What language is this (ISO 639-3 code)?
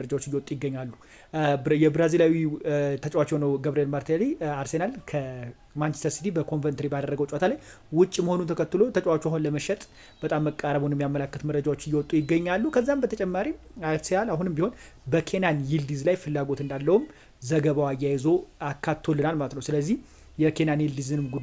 amh